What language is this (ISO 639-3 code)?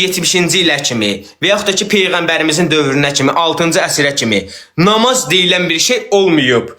aze